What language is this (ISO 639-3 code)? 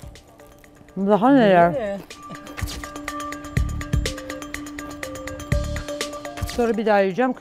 tur